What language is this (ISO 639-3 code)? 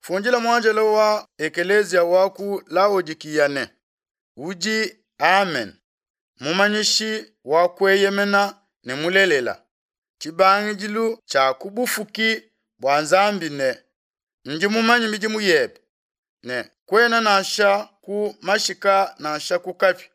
lua